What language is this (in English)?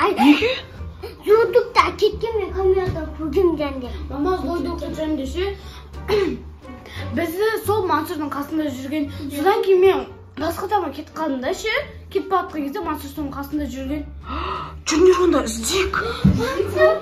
Kazakh